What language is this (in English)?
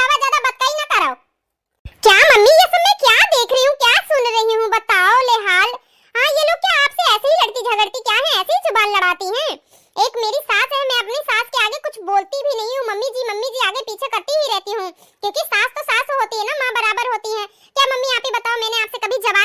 Awadhi